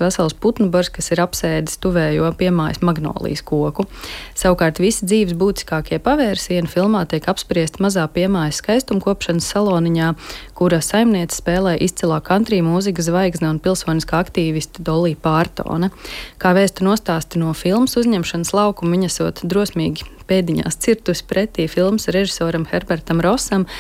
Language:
Latvian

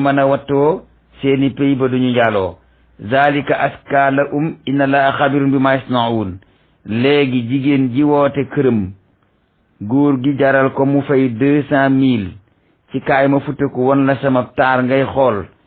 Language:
Wolof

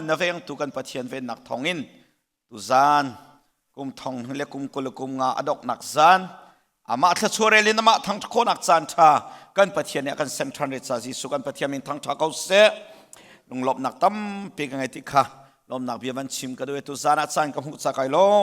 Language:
Hakha Chin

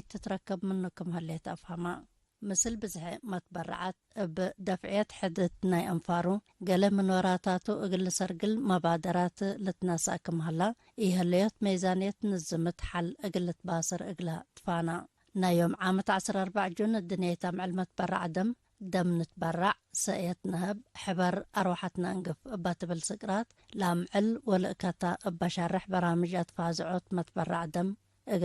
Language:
Tigre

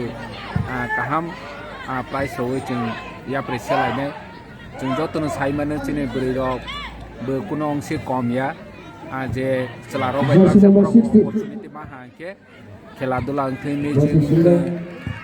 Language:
Kok Borok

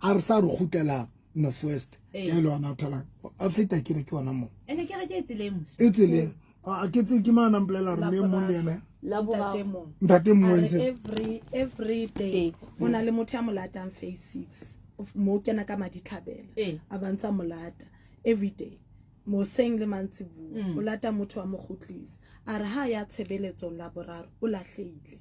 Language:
Southern Sotho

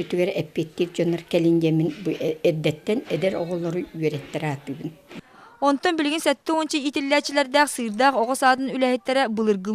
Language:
Yakut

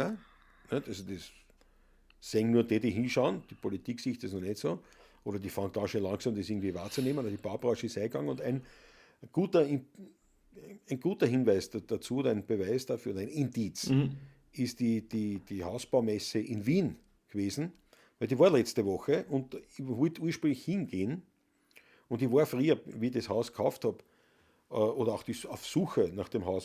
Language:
Bavarian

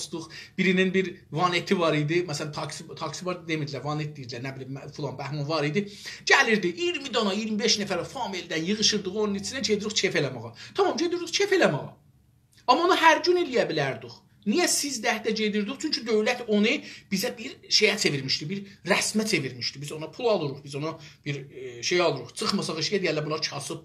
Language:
South Azerbaijani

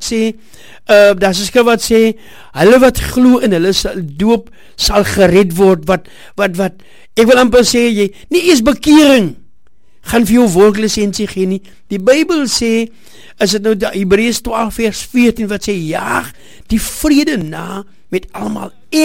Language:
Afrikaans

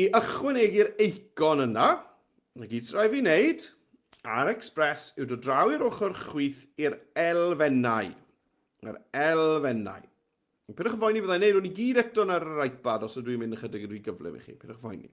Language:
Welsh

